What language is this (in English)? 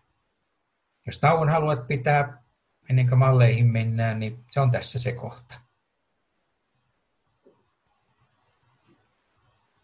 Finnish